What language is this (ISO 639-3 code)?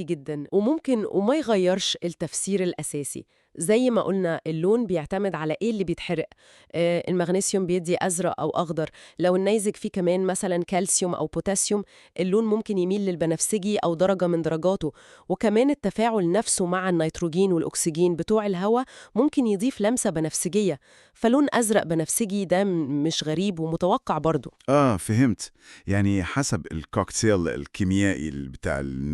arz